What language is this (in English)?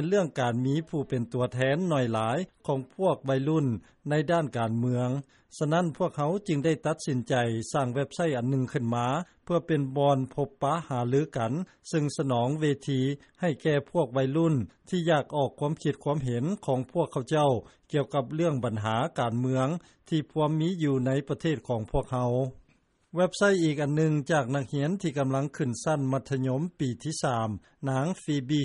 Lao